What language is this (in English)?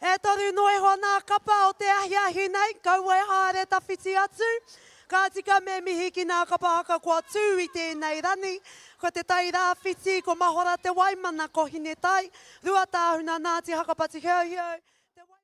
Māori